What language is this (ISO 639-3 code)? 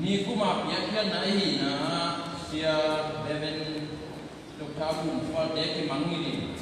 ctd